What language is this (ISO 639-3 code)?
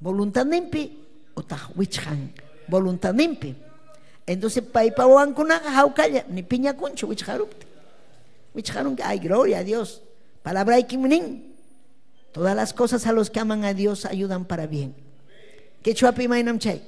quy